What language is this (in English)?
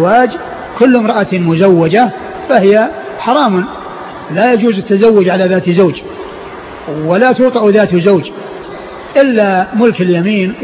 Arabic